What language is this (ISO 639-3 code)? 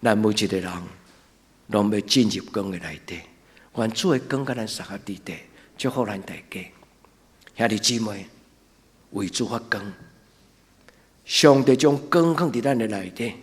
nan